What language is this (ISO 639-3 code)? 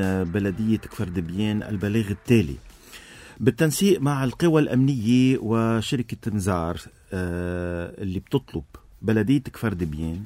apc